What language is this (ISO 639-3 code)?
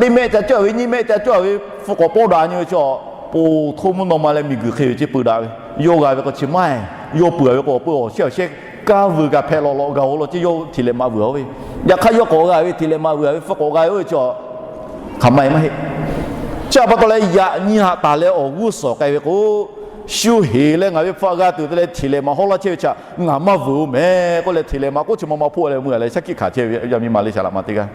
lhu